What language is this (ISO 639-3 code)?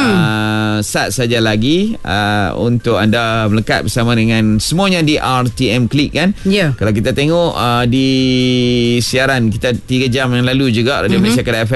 msa